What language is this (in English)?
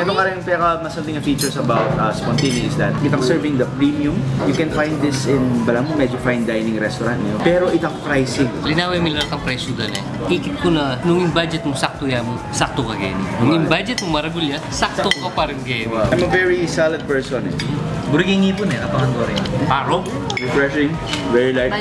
Pampanga